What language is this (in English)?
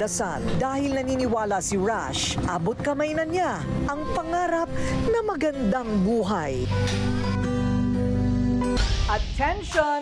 Filipino